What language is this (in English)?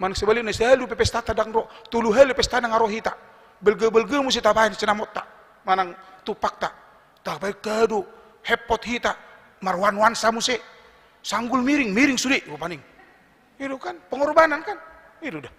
Batak Toba